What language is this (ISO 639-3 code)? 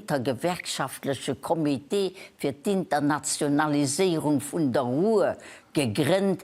ltz